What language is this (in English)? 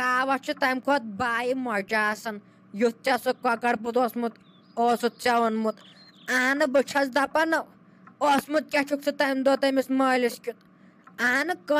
Kashmiri